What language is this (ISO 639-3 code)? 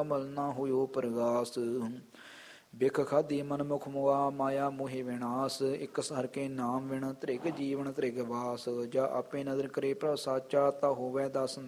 pan